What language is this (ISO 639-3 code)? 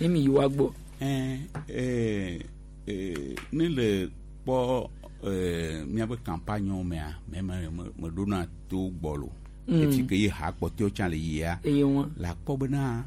gej